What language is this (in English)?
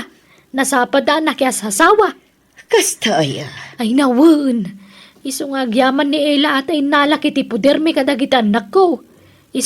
Iloko